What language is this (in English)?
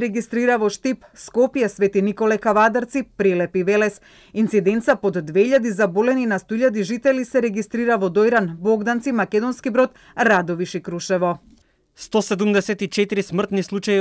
Macedonian